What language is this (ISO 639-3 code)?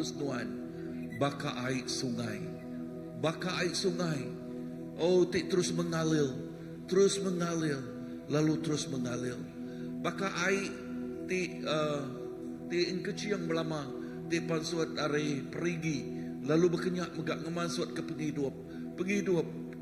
iba